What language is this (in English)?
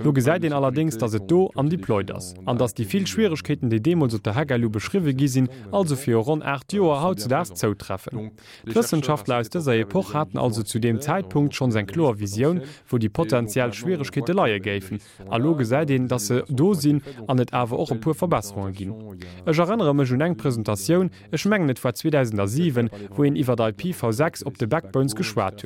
Luxembourgish